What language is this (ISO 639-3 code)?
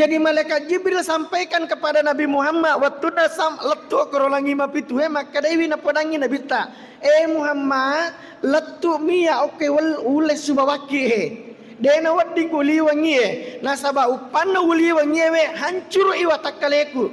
bug